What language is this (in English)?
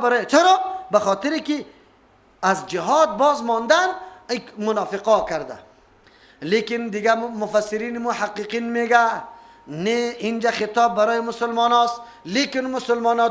Persian